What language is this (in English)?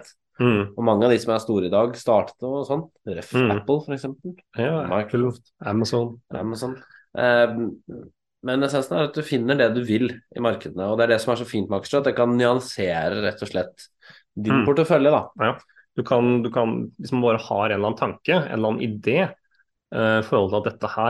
Norwegian